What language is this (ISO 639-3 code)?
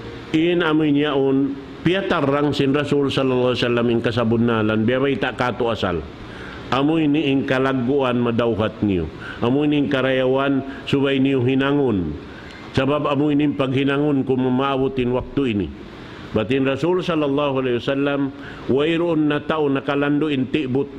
tsg